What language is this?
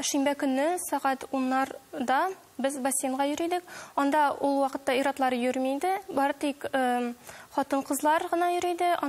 Tatar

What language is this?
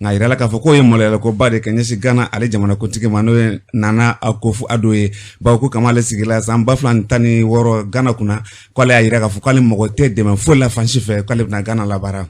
Bambara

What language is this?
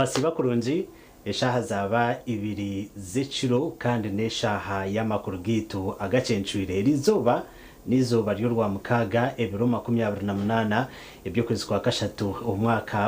Nyankole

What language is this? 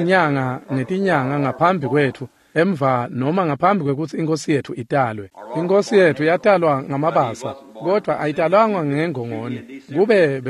Swati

